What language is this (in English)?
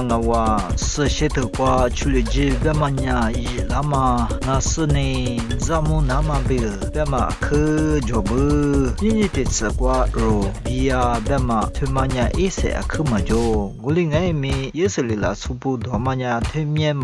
Lisu